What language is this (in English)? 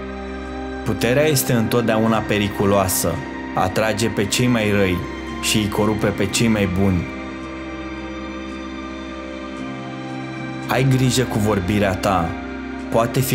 Romanian